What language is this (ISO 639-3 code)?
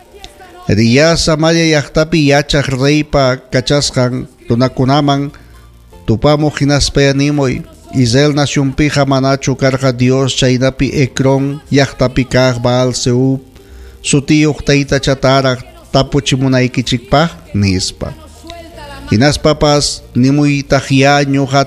quy